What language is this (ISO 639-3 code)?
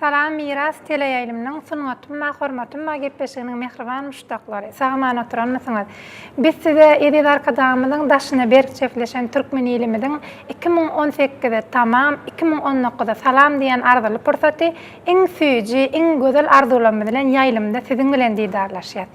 tuk